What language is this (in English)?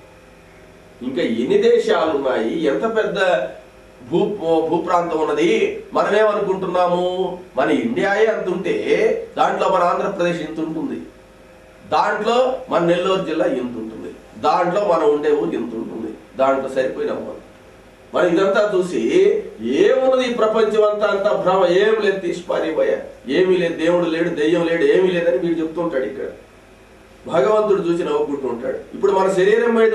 Telugu